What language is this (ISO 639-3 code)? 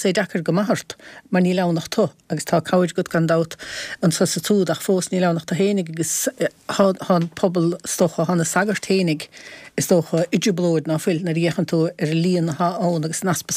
gle